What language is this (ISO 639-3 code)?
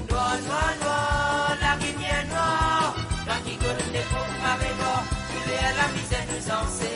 mfe